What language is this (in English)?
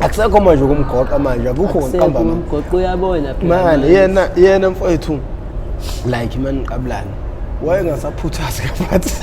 Zulu